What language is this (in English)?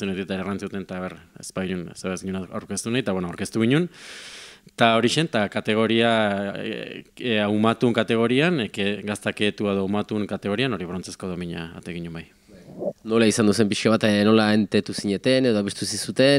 Basque